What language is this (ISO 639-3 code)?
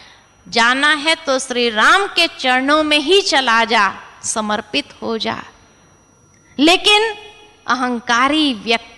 hin